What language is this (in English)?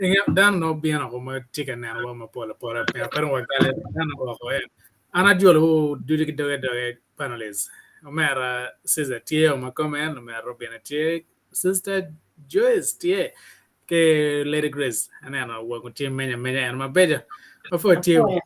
Acoli